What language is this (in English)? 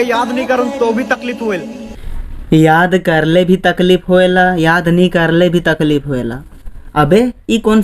Sadri